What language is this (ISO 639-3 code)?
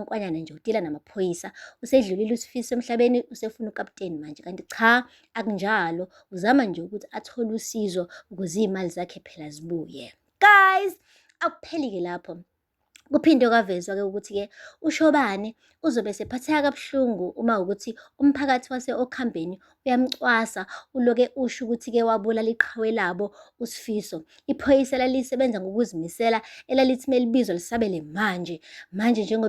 zul